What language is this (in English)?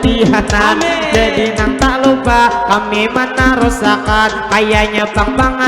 Banjar